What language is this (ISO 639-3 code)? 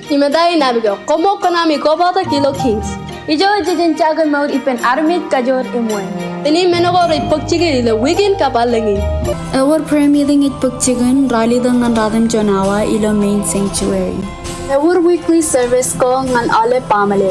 mah